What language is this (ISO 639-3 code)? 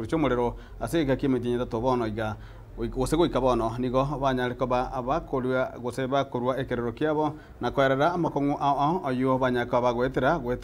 guz